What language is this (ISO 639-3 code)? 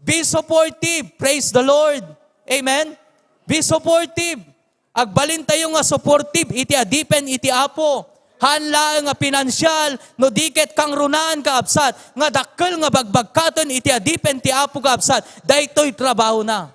ilo